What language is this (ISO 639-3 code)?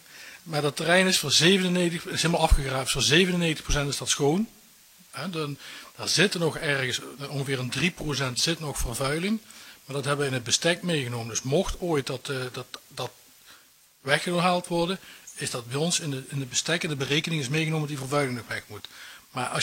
nld